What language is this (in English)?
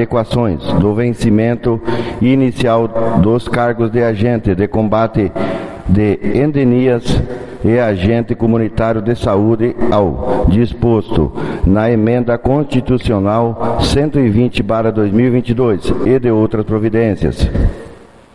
Portuguese